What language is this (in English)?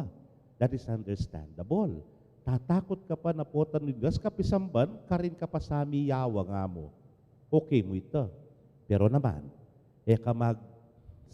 Pampanga